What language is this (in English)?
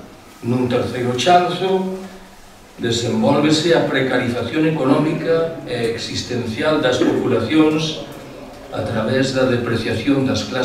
Galician